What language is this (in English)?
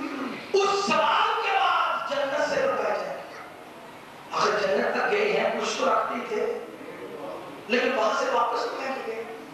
Urdu